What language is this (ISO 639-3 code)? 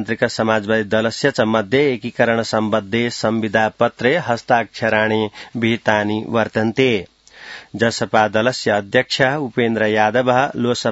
san